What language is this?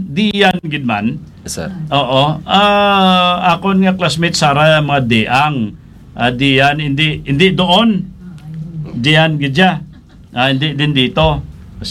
Hiligaynon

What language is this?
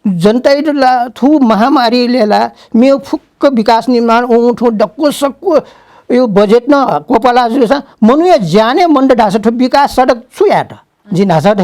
Newari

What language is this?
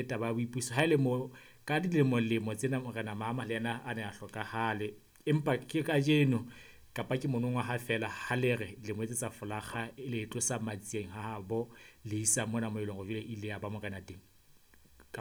Southern Sotho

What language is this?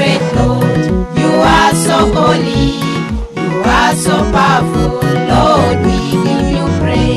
Lango (Uganda)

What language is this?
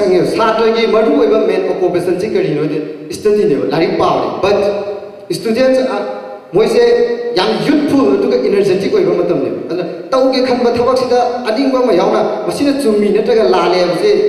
Manipuri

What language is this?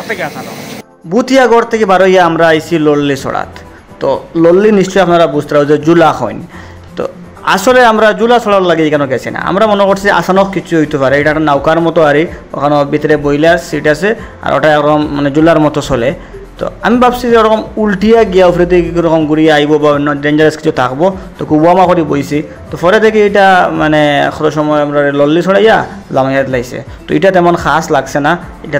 Sylheti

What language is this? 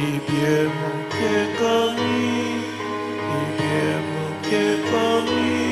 Pampanga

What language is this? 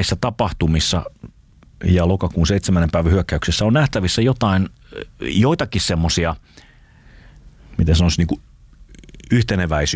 Finnish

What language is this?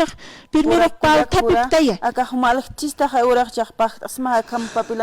Aymara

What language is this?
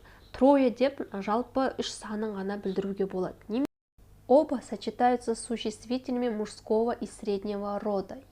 Kazakh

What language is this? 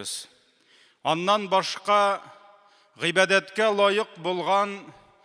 Tatar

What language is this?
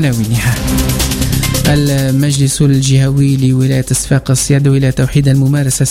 Tunisian Arabic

